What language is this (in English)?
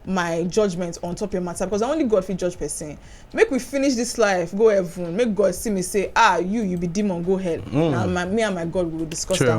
Nigerian Pidgin